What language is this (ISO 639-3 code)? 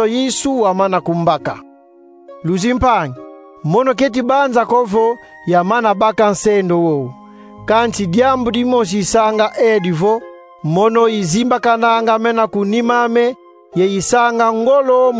kon